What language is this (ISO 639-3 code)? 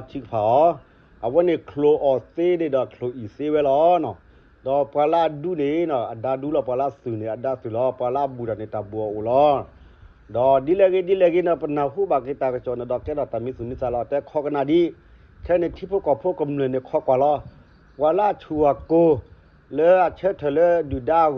ksw